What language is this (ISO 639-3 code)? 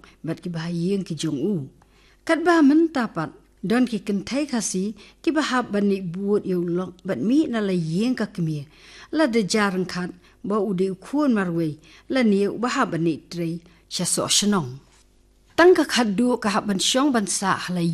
kha